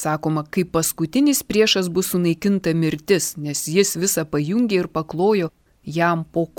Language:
Lithuanian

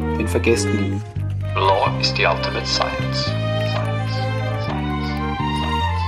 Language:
German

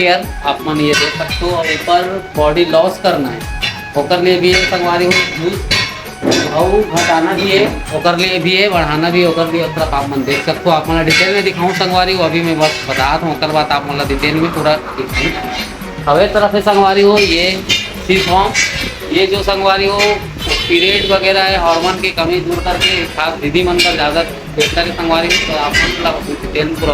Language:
Chhattisgarhi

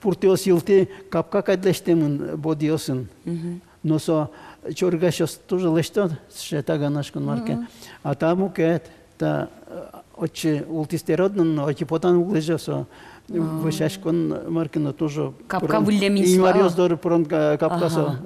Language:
Udmurt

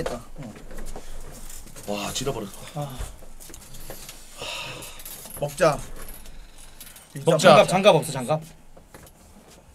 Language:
Korean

